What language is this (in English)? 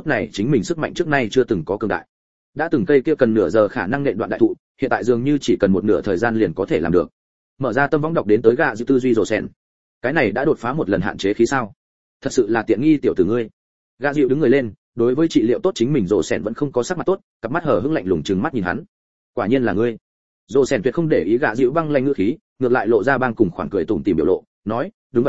Vietnamese